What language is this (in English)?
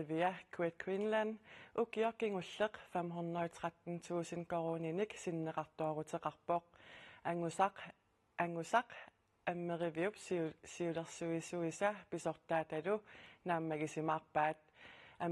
Kalaallisut